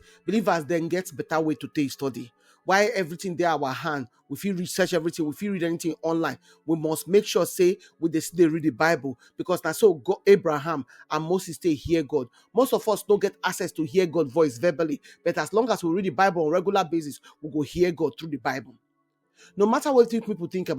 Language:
Nigerian Pidgin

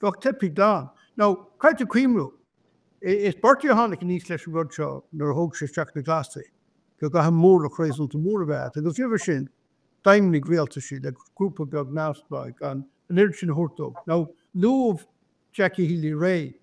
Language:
Irish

